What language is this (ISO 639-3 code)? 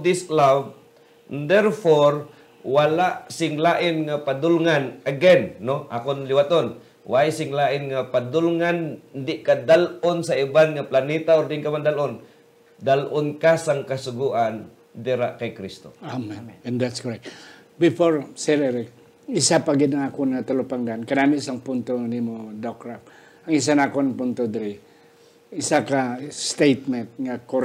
hil